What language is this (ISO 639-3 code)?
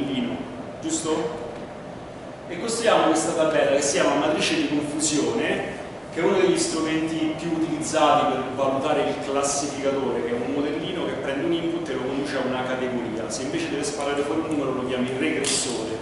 ita